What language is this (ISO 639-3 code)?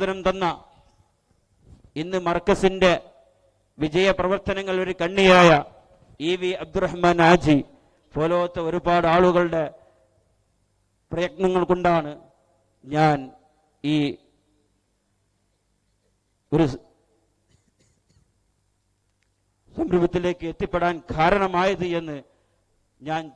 mal